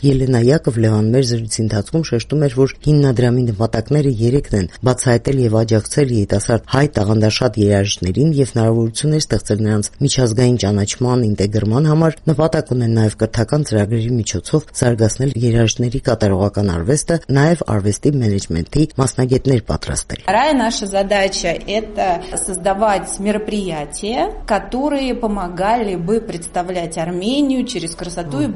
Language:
Armenian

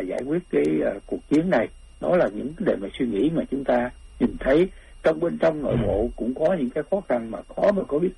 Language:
Vietnamese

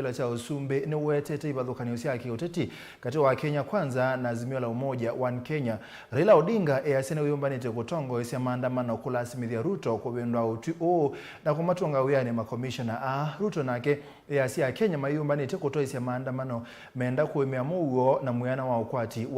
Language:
Kamba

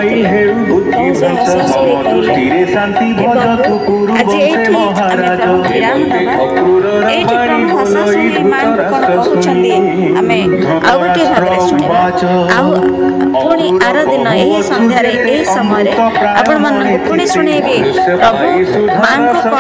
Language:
Odia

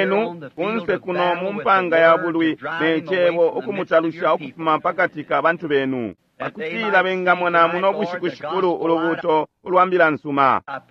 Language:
Bemba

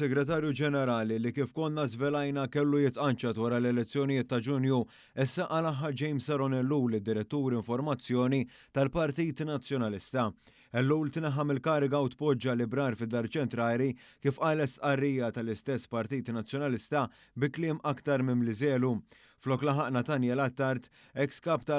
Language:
Maltese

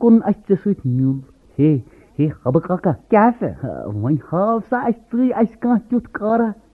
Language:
Kashmiri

